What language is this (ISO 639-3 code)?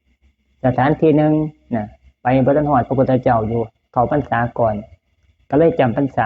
lao